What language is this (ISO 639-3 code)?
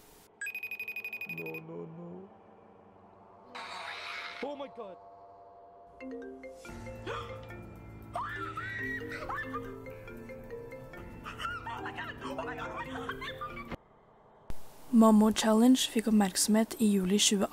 nor